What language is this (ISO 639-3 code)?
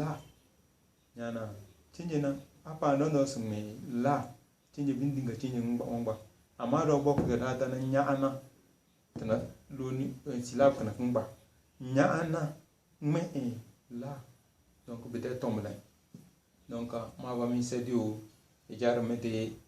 kdh